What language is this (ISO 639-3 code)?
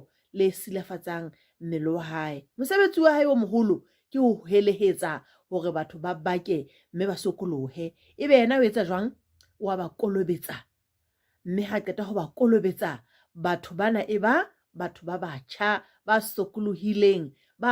sot